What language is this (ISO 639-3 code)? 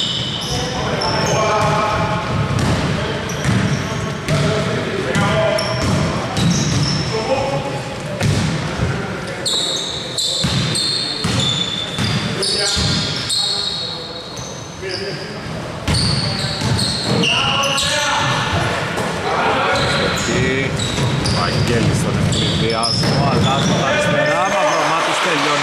ell